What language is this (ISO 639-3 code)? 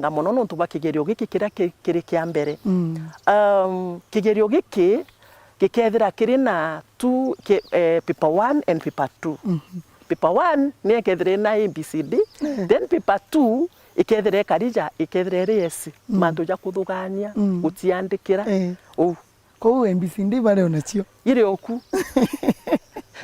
mer